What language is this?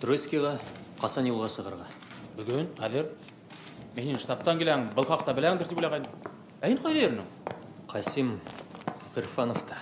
Bashkir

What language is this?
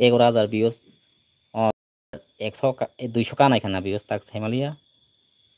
Kok Borok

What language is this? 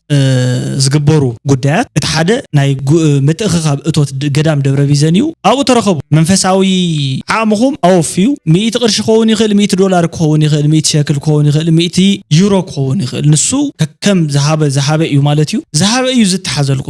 Tigrinya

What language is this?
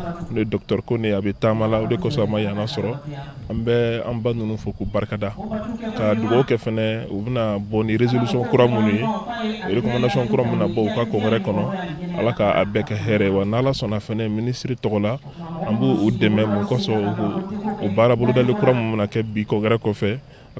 Bambara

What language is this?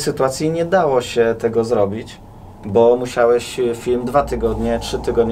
Polish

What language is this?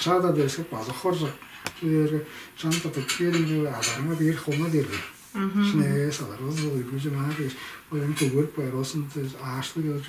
Tuvinian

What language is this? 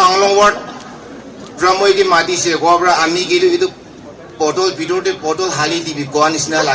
Naga Pidgin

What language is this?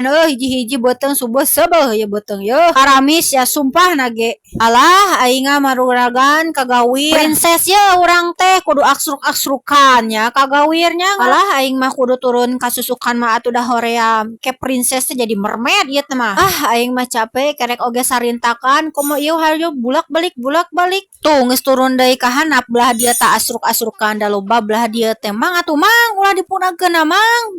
Sundanese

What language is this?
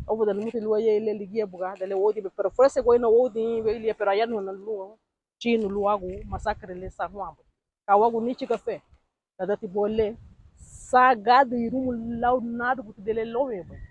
Garifuna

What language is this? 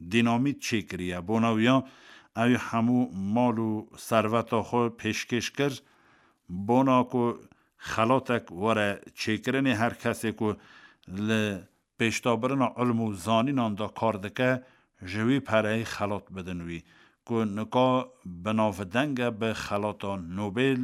Kurdish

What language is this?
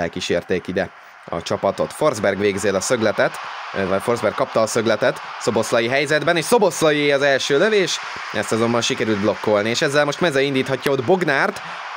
Hungarian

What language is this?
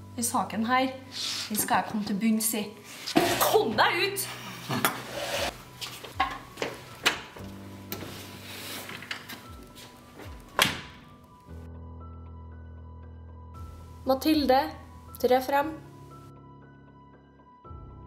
Norwegian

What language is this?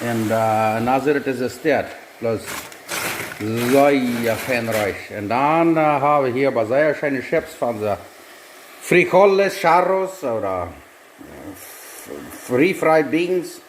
Plautdietsch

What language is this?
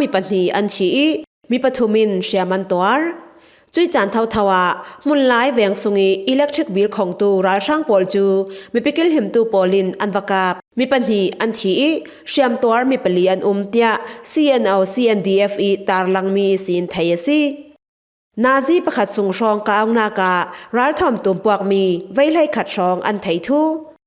Falam Chin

